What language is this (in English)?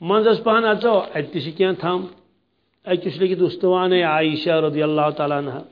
Kashmiri